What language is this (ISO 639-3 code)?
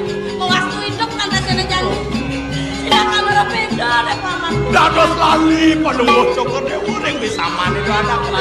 ban